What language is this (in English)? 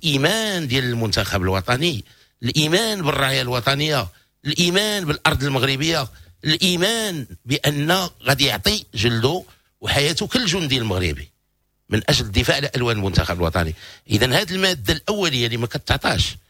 Moroccan Arabic